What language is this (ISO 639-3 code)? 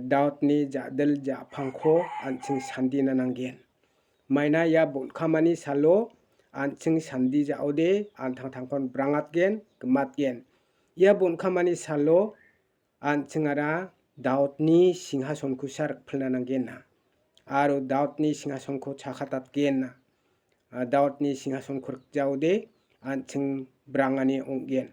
grt